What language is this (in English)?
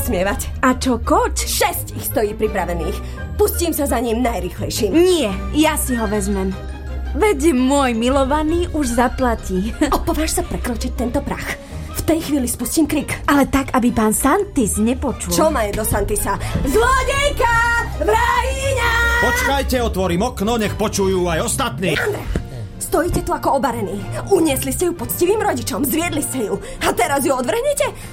Slovak